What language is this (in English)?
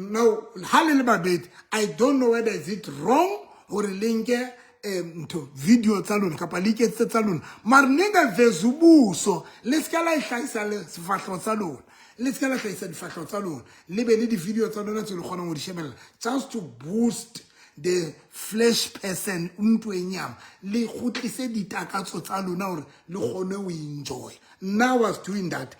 Southern Sotho